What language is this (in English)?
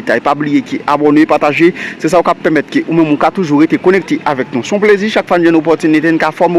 Haitian Creole